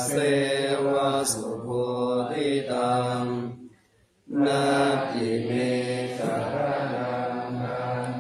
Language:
Pali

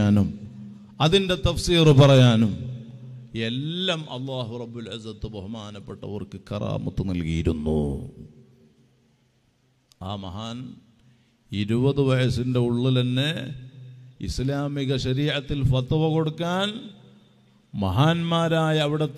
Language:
Malayalam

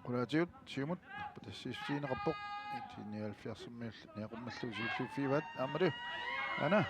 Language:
Kalaallisut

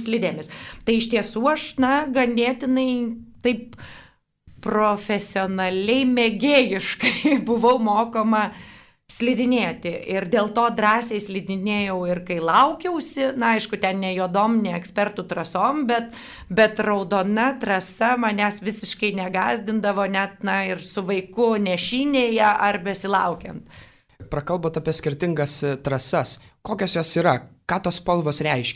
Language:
Lithuanian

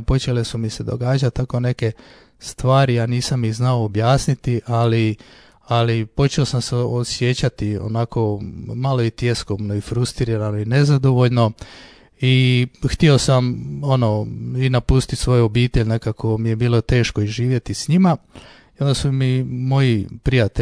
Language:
Croatian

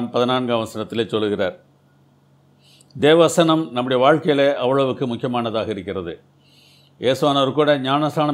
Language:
Tamil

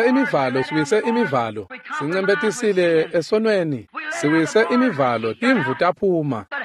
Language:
Swati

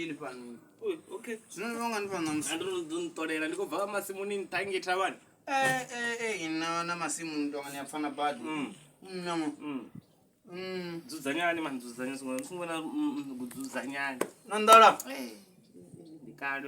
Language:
Venda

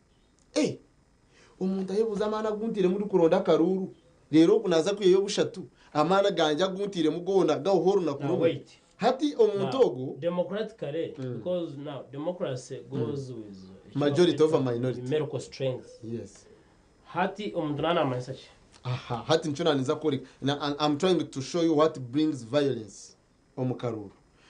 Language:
Nyankole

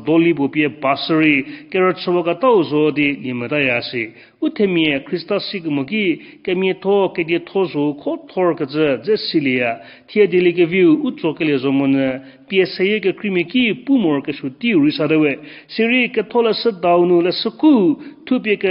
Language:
Angami Naga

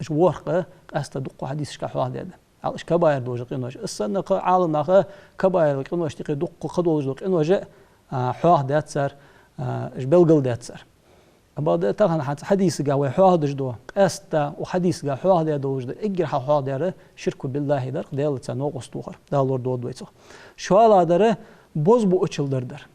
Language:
Ingush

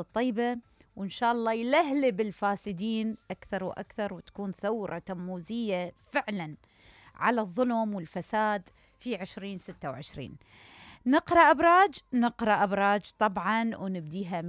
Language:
Mesopotamian Arabic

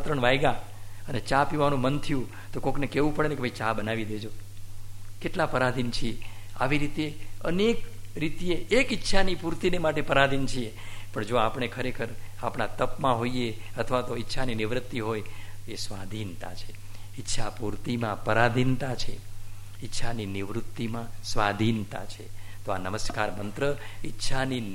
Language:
Gujarati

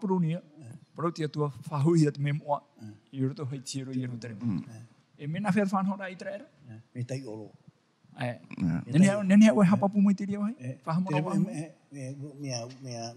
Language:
Tahitian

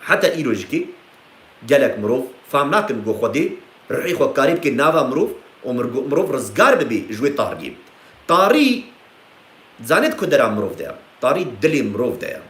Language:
Kurdish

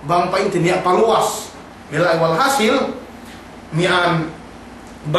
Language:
Yakan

